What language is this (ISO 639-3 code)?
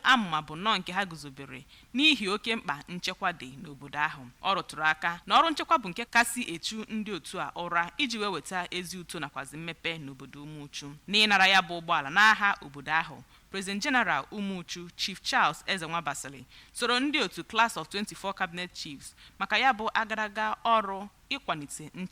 ibo